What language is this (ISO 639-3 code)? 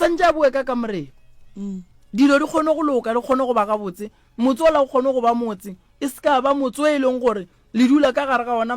nso